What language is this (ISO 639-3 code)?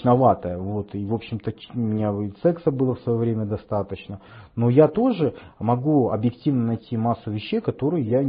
rus